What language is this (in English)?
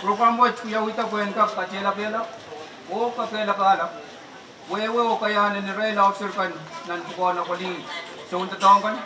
Pohnpeian